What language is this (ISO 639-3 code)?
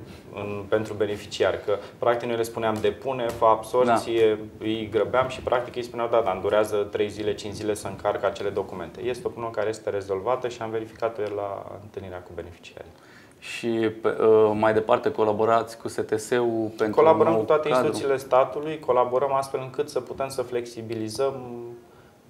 ron